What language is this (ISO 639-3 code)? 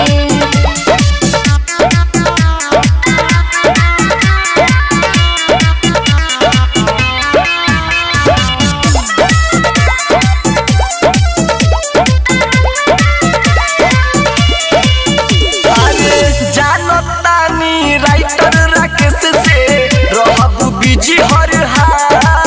bho